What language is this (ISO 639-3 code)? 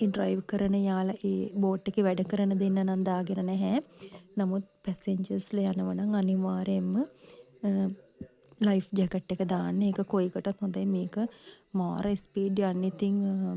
sin